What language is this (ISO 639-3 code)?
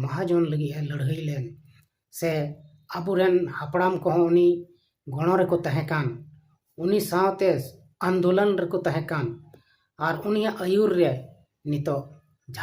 sat